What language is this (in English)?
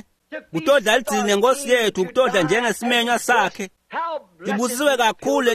Swati